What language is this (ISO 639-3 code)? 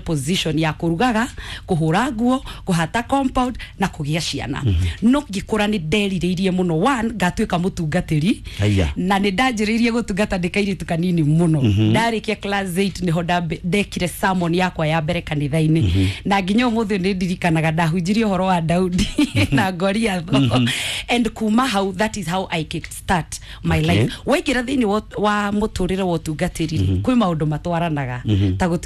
kik